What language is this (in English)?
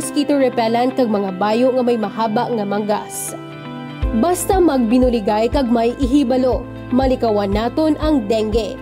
Hiligaynon